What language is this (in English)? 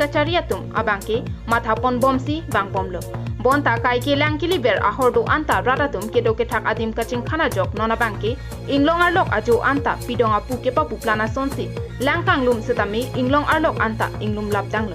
Karbi